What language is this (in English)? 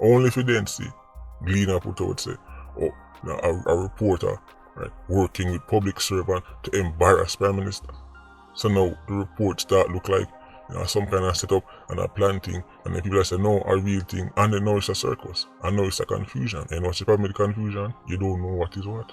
Jamaican Creole English